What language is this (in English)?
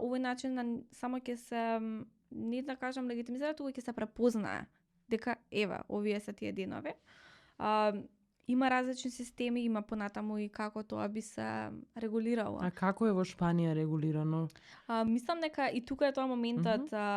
Macedonian